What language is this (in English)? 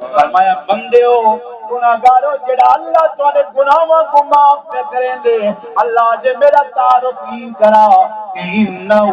Saraiki